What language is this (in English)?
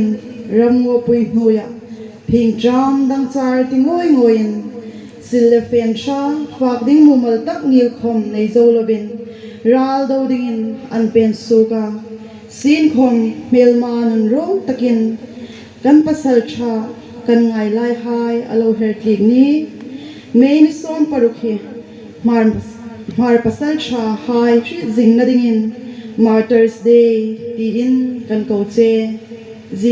Hmar